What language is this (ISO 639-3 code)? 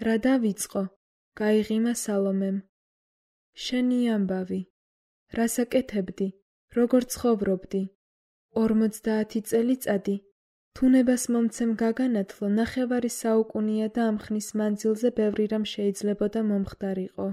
kat